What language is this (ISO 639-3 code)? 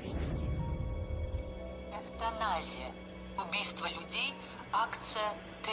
pol